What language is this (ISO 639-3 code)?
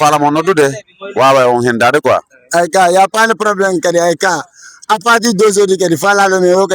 ful